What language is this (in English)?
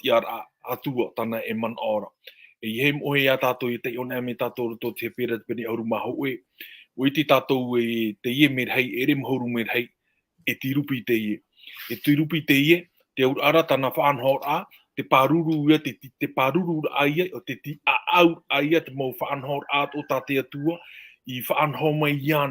Tahitian